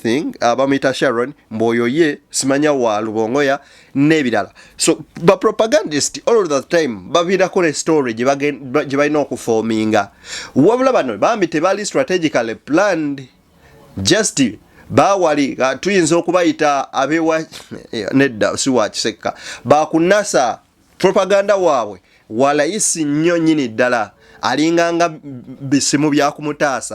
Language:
Ganda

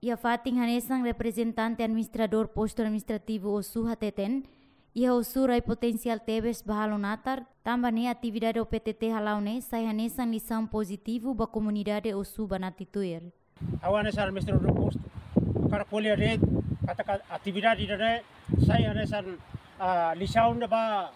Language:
Tetum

